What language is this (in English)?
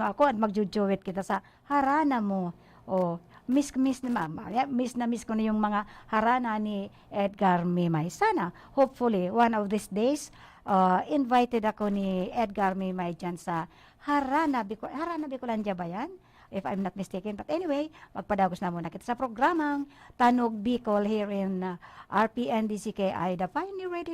Bikol